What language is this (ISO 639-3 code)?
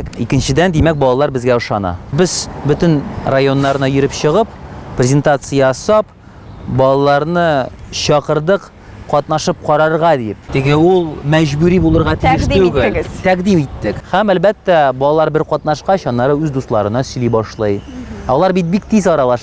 tat